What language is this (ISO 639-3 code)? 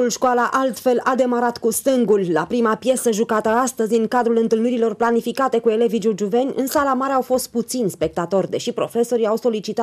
ron